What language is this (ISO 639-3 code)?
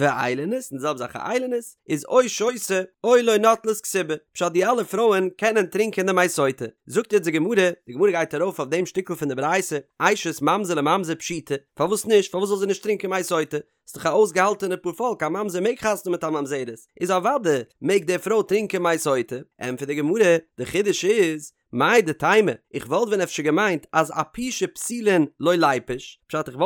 yid